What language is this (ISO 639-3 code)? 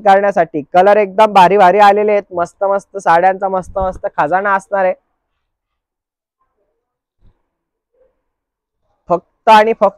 mar